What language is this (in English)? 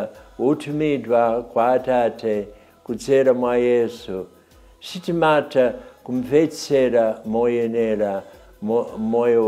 Nyanja